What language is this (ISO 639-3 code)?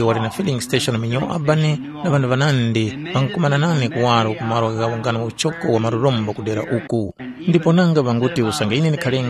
tum